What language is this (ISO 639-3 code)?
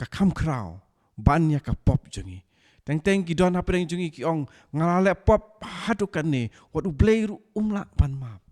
kha